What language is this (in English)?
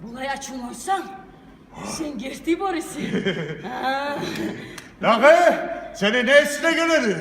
Kumyk